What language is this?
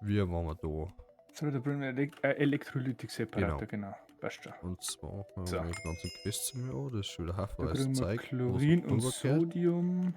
Bavarian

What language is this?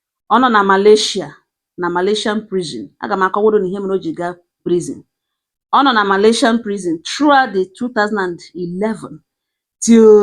Igbo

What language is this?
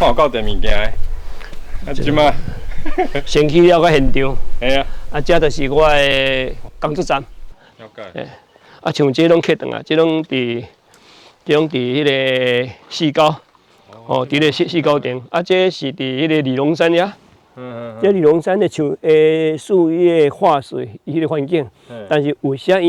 Min Nan Chinese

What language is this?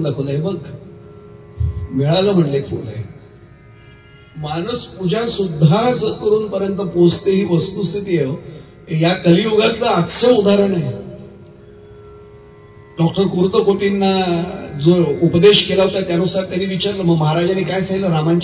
Marathi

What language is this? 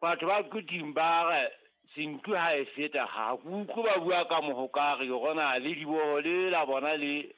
Southern Sotho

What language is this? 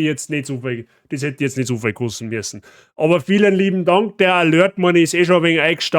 Bavarian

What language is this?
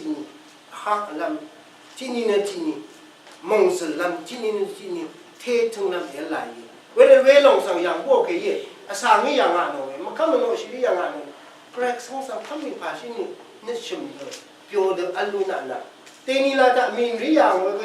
Rawang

